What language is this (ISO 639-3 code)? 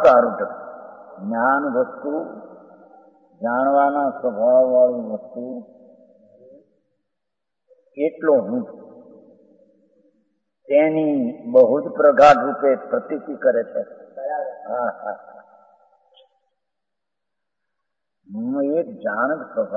guj